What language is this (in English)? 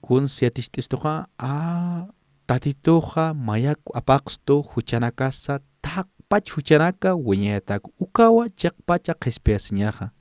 Aymara